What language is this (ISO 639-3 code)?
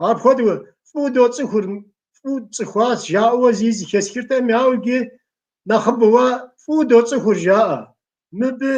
kbd